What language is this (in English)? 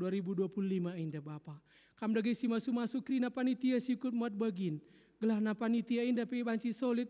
Batak Karo